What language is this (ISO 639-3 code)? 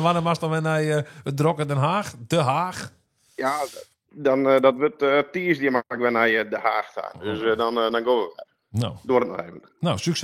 fry